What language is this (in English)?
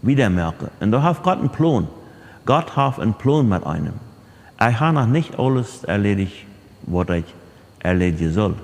Plautdietsch